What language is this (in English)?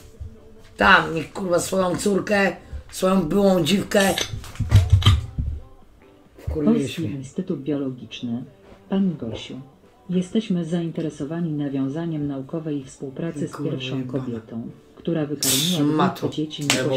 Polish